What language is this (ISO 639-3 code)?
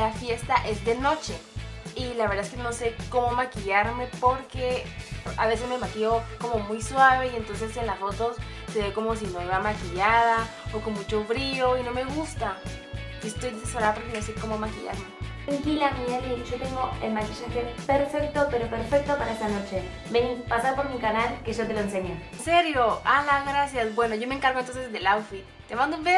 spa